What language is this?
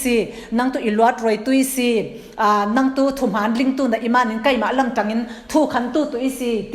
Falam Chin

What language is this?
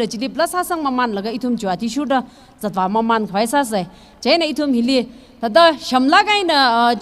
Tangkhul Naga (India)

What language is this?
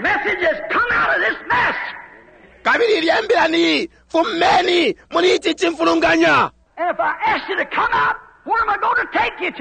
Bemba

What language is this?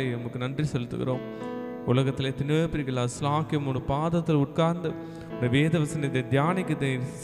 Tamil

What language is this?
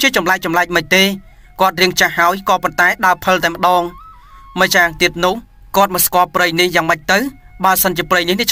Khmer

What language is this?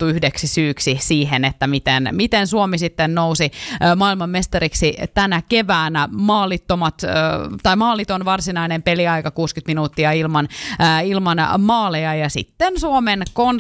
Finnish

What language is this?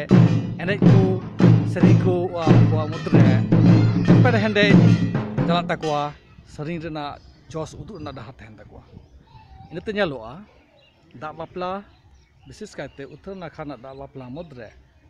Santali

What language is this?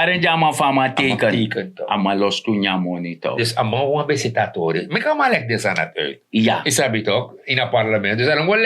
Sranan Tongo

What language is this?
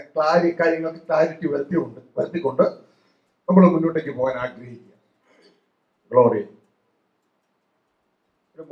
Malayalam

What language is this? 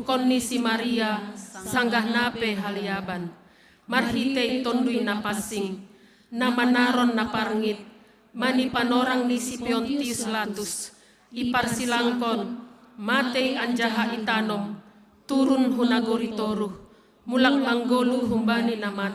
Batak Simalungun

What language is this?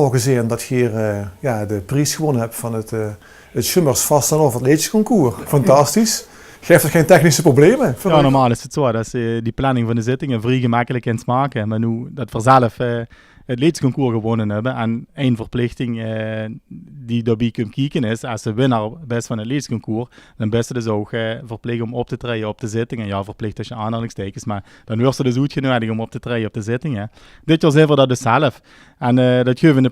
Limburgish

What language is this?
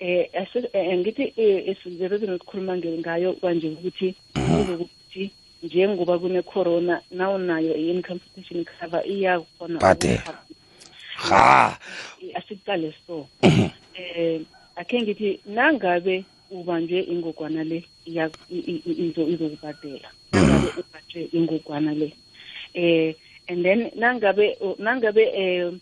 South Ndebele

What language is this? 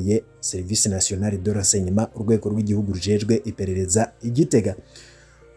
Rundi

